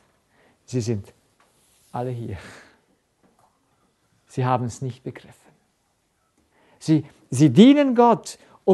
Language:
German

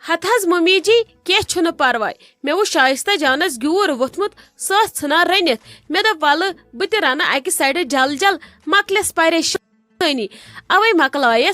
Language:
Kashmiri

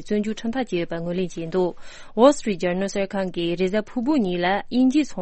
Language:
Tibetan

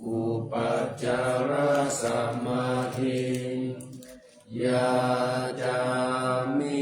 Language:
Pali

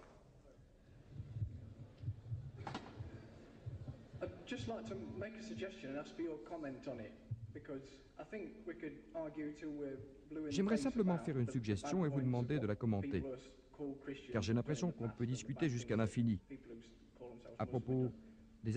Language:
French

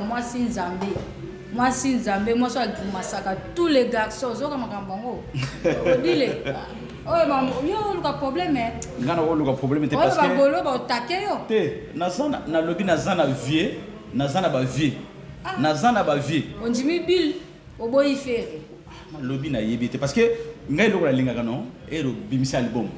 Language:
Lingala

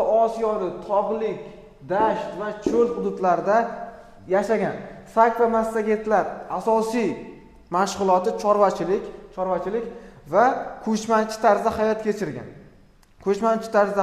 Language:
Uzbek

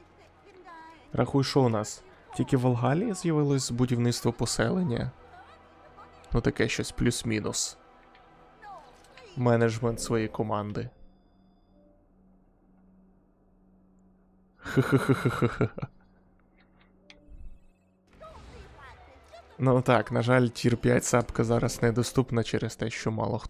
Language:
Ukrainian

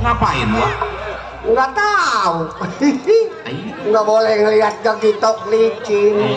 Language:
Betawi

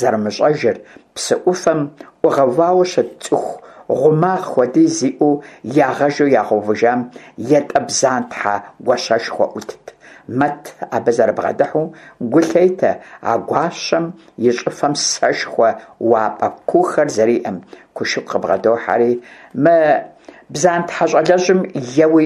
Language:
Kabardian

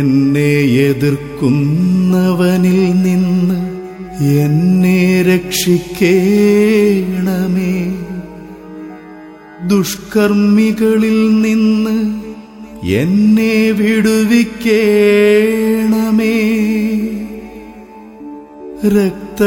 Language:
Malayalam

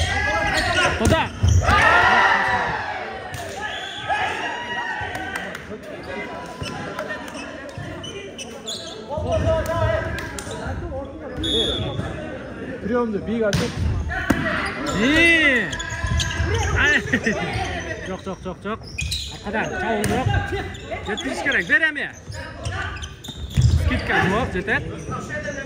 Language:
Kyrgyz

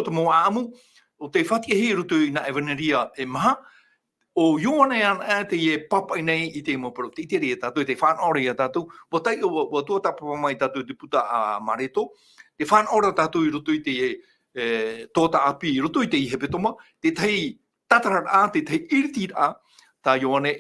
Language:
Tahitian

